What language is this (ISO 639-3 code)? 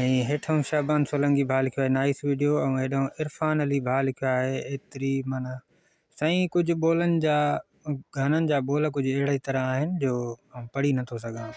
snd